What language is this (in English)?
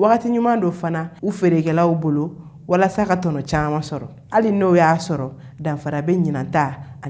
Bambara